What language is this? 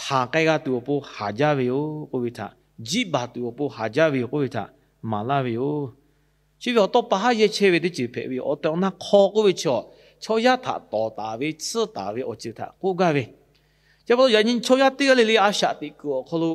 Lahu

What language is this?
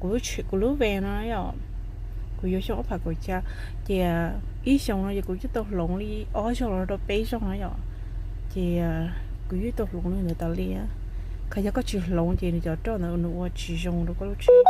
Hmong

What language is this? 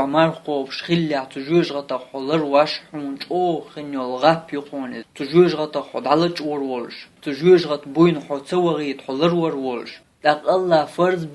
Chechen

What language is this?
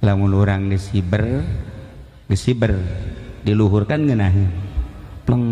Sundanese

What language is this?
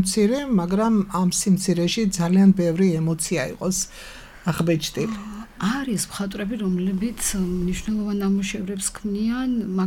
Georgian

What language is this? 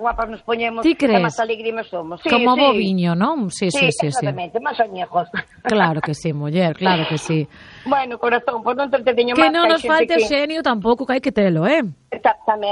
Galician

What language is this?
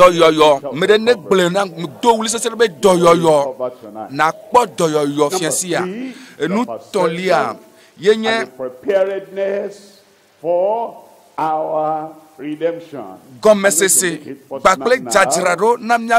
Ewe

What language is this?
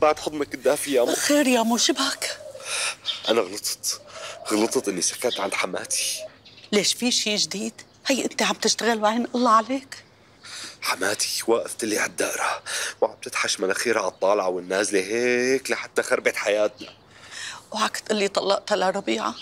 North Levantine Arabic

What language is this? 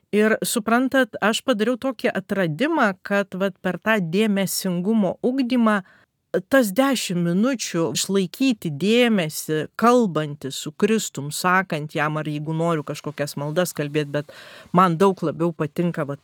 Lithuanian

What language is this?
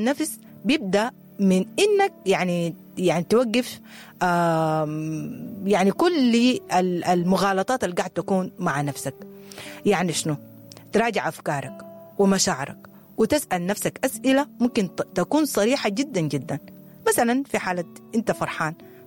Sudanese Arabic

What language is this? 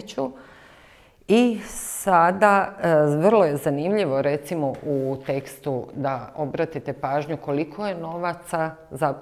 Serbian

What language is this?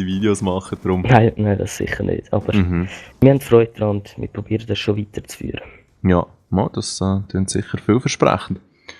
Swiss German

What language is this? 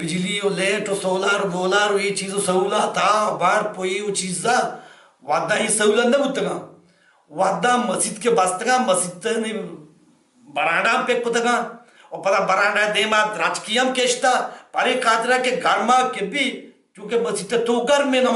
Baluchi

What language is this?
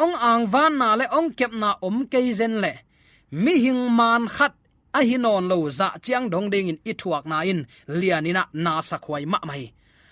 Tedim Chin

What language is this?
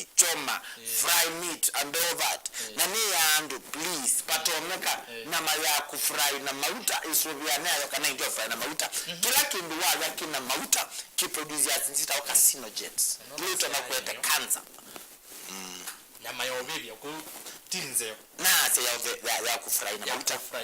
Kamba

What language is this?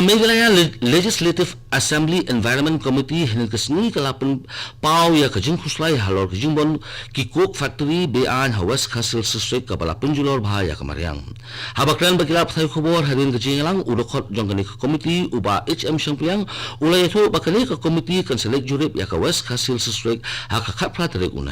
Khasi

